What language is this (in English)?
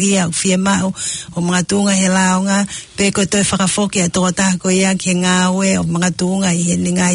Tongan